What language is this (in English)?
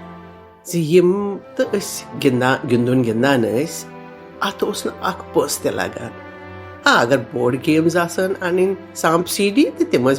Kashmiri